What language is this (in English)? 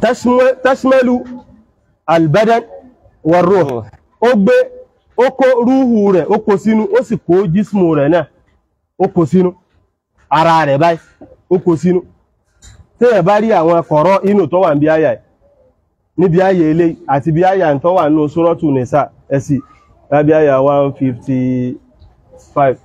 Yoruba